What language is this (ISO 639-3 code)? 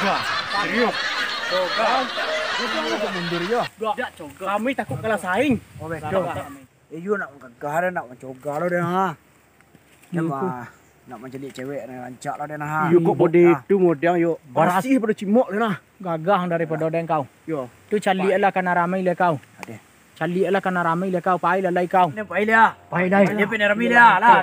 min